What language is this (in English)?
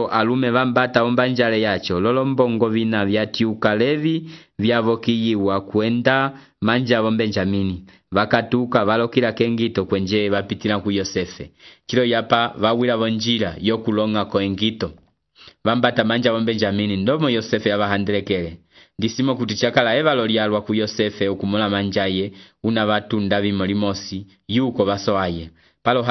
Umbundu